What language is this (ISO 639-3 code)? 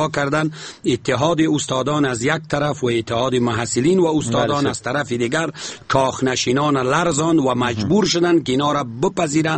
fas